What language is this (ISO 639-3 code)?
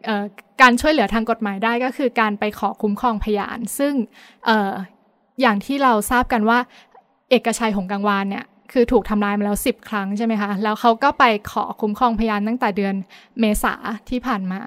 tha